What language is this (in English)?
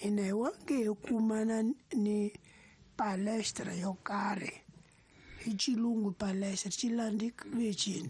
Tsonga